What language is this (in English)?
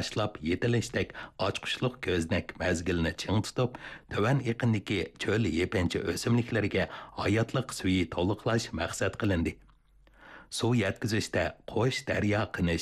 Uyghur